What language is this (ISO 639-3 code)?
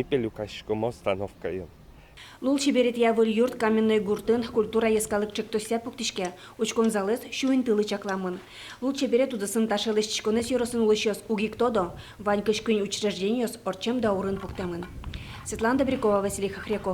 udm